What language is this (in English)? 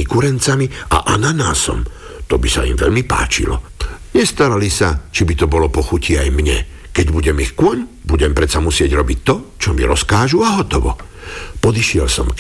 Slovak